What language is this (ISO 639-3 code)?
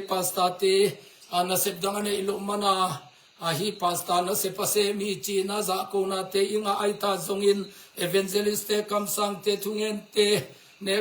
ctd